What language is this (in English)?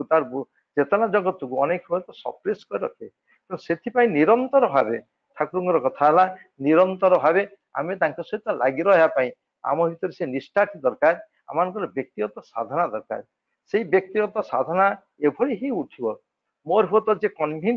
Odia